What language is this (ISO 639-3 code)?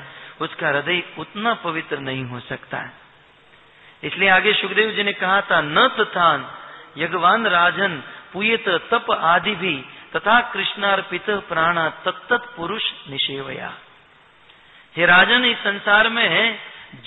hin